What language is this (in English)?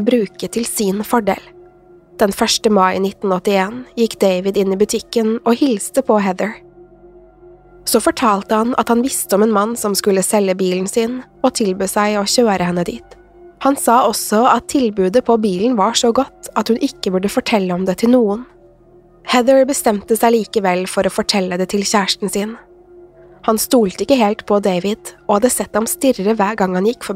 Norwegian